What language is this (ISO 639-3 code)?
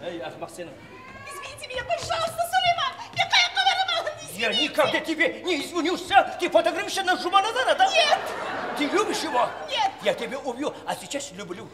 kaa